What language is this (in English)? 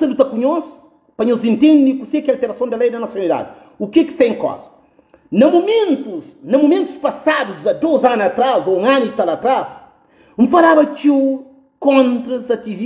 Kabuverdianu